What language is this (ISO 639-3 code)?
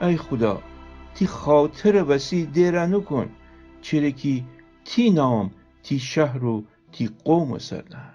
glk